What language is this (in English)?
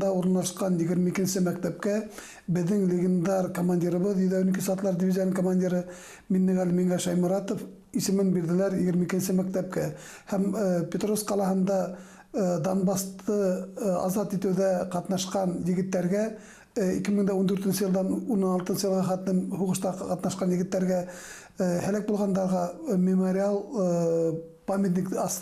Bashkir